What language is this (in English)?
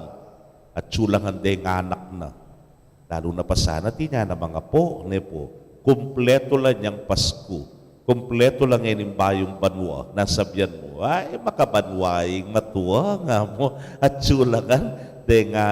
Pampanga